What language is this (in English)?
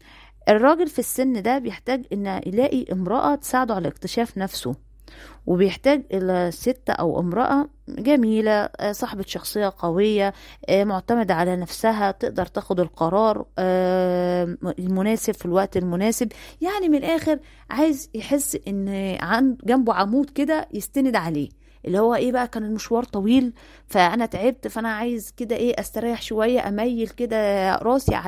Egyptian Arabic